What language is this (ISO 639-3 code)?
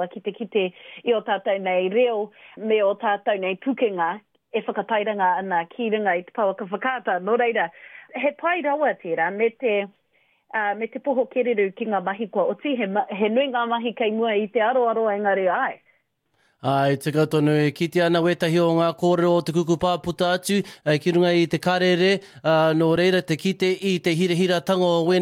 mri